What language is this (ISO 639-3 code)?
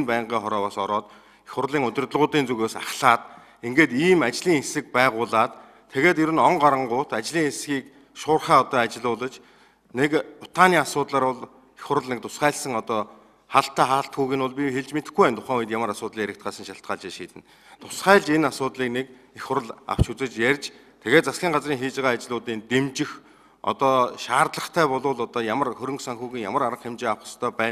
mon